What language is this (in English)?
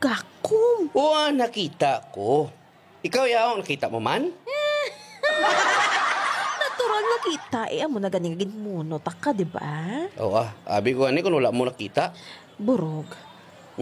Hiligaynon